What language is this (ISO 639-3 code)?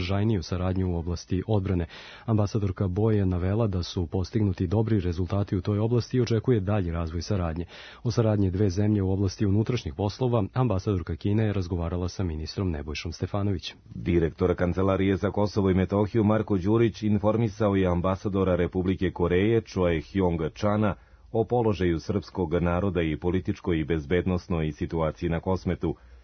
srp